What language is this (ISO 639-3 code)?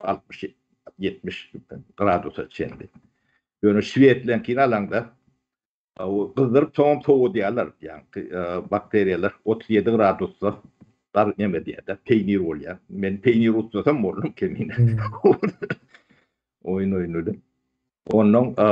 tuk